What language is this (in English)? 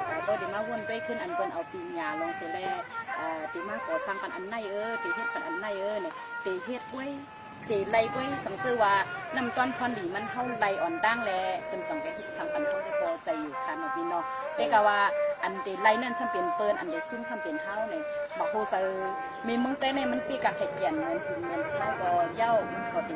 Shan